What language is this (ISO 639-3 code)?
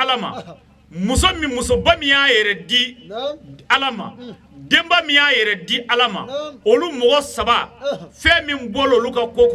bam